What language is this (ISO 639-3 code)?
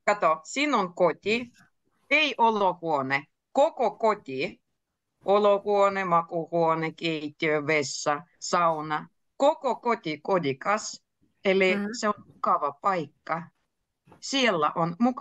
fin